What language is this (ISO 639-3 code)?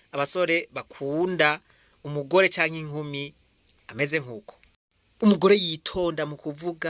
run